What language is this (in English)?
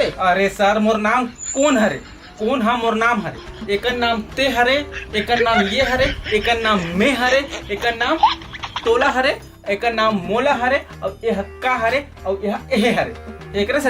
Chhattisgarhi